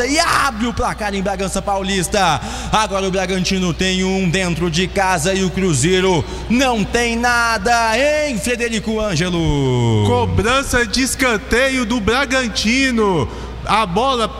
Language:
Portuguese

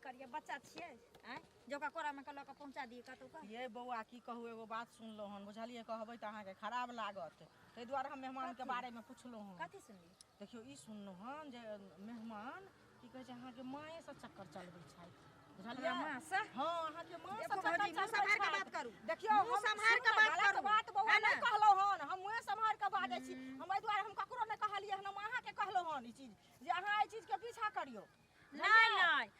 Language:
Maithili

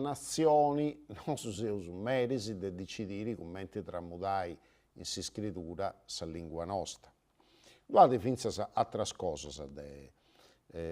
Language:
Sardinian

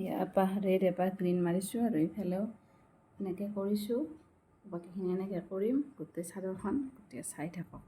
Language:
Assamese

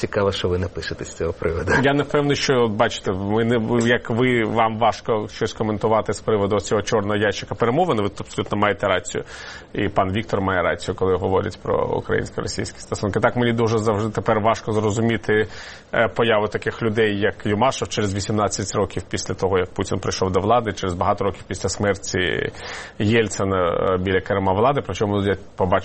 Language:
Ukrainian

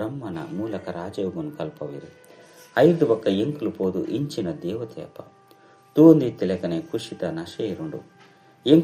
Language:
Tulu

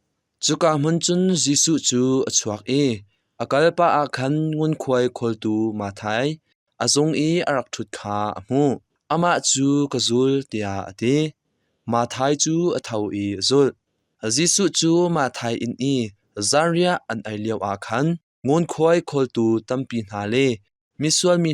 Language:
Hakha Chin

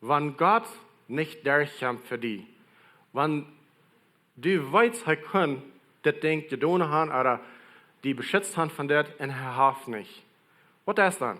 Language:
Plautdietsch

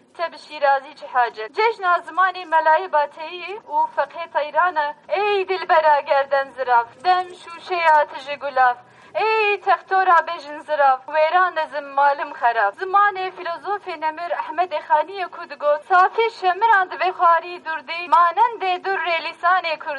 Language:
Kurdish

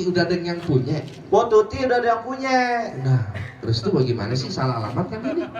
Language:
Betawi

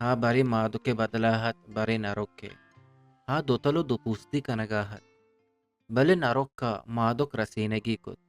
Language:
Eastern Balochi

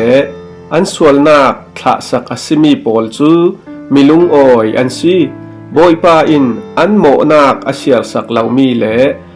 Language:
Falam Chin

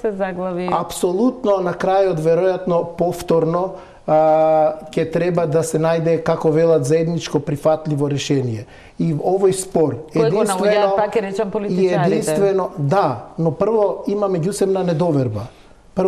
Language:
Macedonian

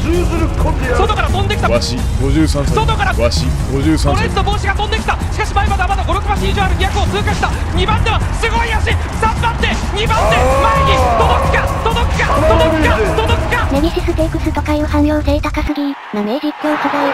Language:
Japanese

